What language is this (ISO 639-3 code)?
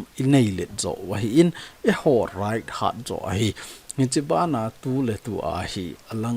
tcz